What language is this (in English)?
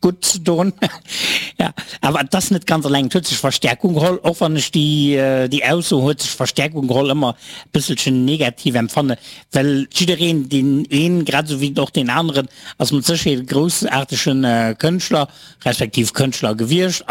Luxembourgish